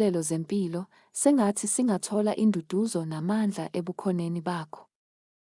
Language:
Zulu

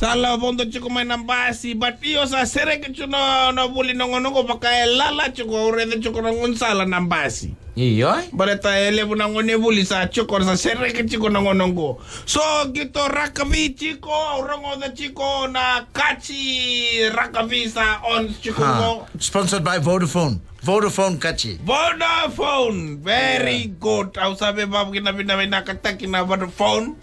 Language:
Fijian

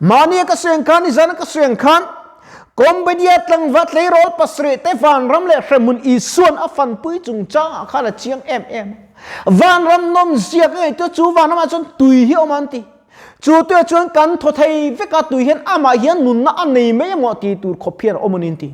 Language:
Mizo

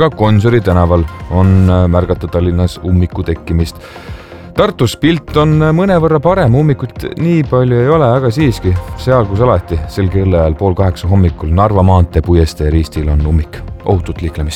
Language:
Estonian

